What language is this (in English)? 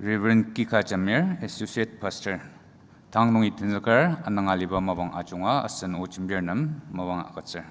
Ao Naga